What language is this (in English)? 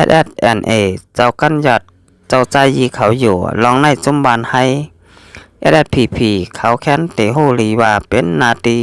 Shan